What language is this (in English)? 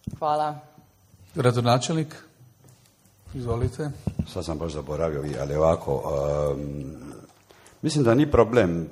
Croatian